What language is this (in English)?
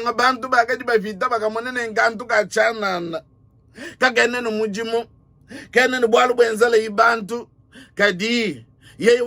Luba-Lulua